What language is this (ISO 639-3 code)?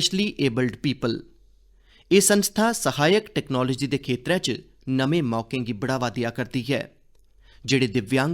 doi